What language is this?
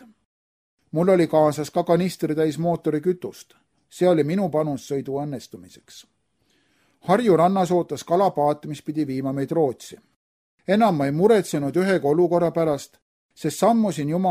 Estonian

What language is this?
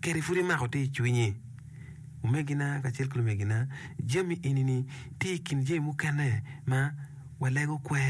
Acoli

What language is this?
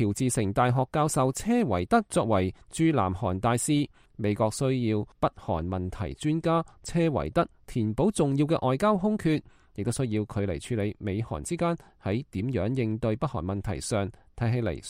Cantonese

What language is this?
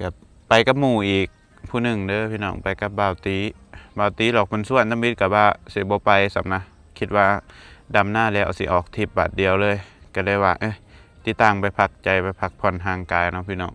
Lao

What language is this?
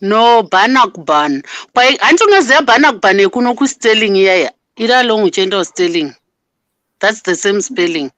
Shona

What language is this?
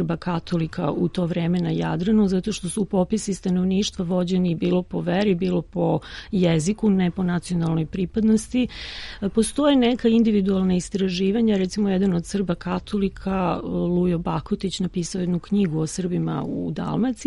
Serbian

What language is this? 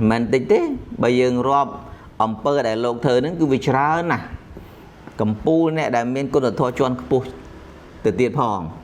Khmer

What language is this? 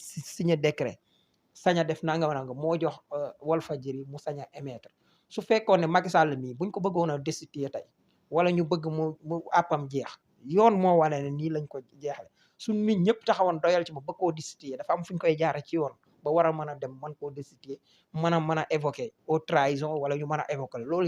Wolof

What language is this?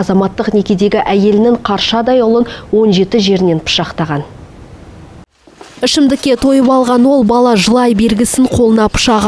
Kazakh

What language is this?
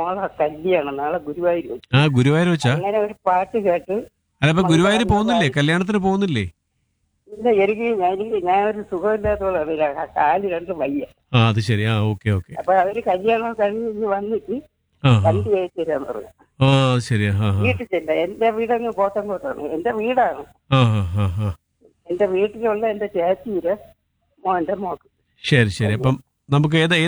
Malayalam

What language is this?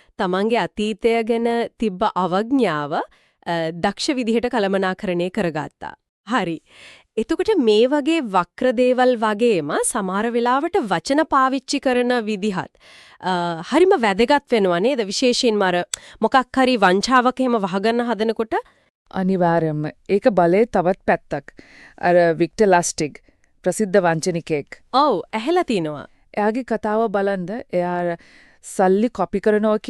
Sinhala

